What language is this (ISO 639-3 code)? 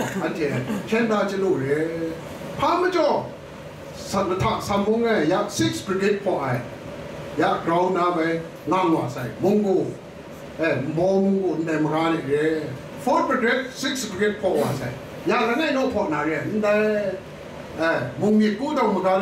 kac